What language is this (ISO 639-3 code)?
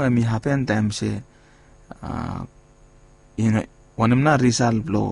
bis